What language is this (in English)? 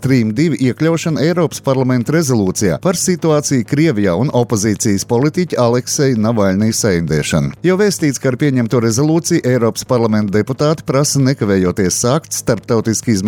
Latvian